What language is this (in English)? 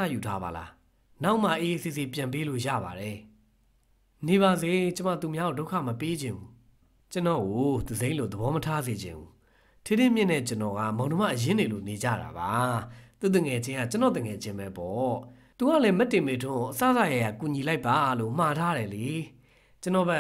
Burmese